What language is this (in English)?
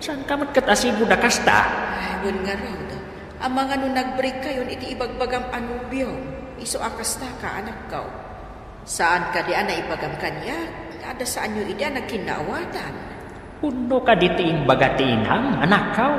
Iloko